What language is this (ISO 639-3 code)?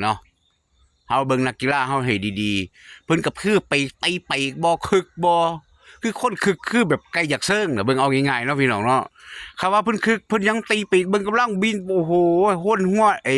tts